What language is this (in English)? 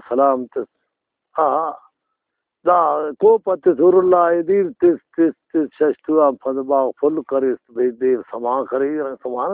Brahui